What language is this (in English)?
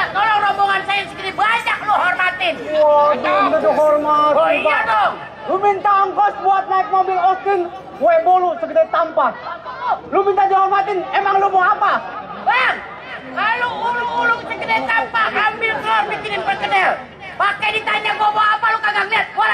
Betawi